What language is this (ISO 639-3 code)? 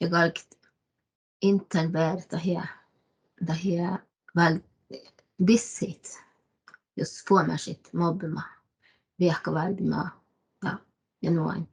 sme